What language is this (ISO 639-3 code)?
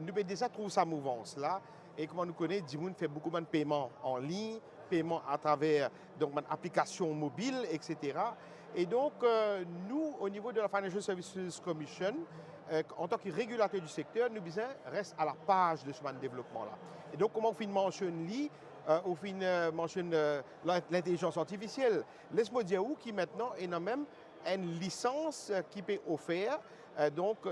mfe